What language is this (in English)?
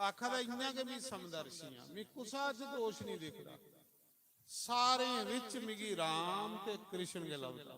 Dogri